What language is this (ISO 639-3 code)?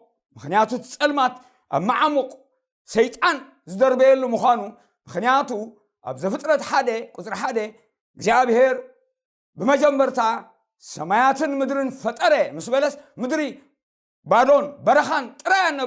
tir